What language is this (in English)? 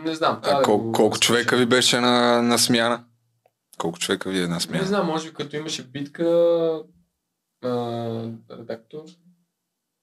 Bulgarian